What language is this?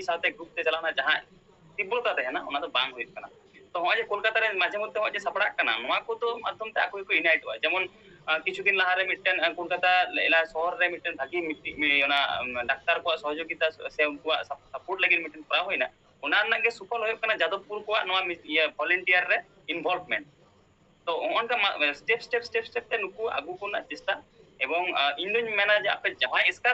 Santali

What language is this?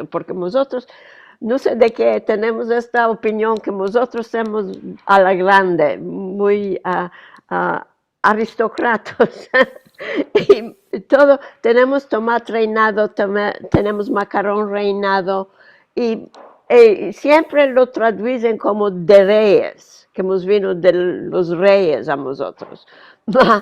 Ladino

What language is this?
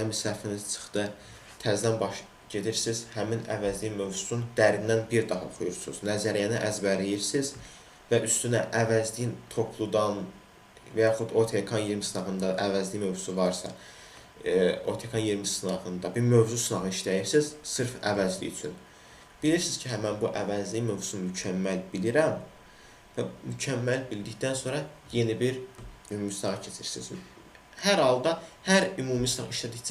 Azerbaijani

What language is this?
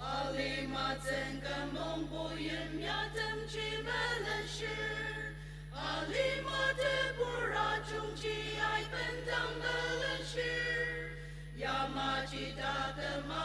Ao Naga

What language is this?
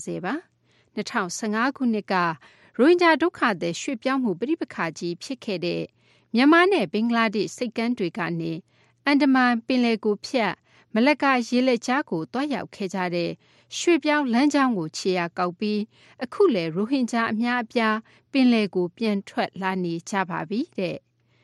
Burmese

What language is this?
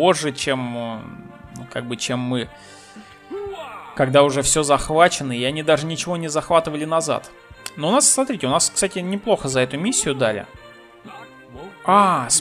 Russian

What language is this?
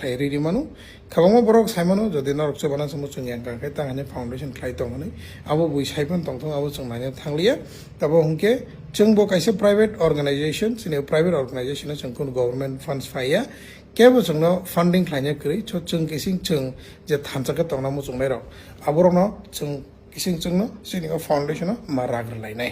Kok Borok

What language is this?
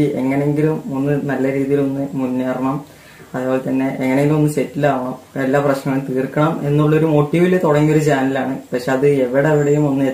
Malayalam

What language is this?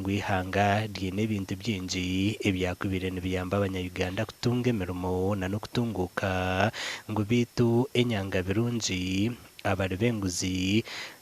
Nyankole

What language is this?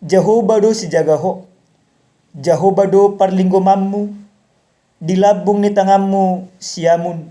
Batak Toba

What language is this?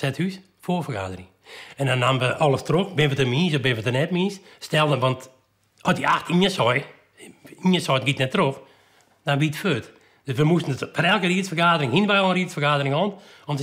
Western Frisian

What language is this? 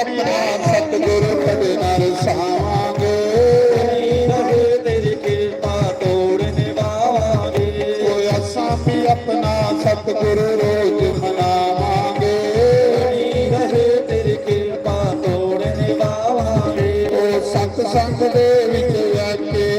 Dogri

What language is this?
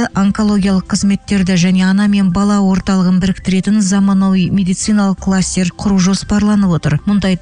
Kazakh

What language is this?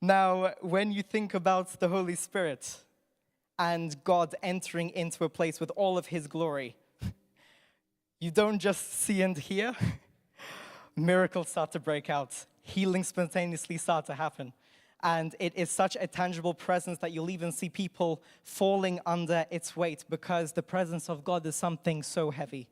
English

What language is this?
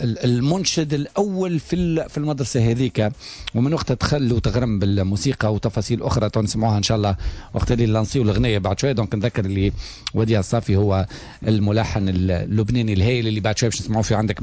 Tunisian Arabic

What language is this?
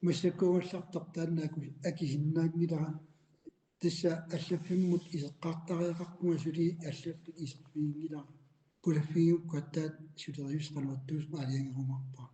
Kalaallisut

